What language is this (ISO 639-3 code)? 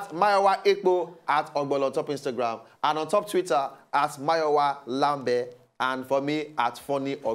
pcm